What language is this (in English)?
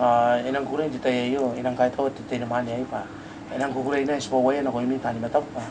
Gilbertese